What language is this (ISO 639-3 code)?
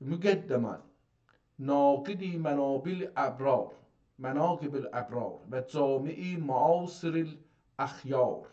azb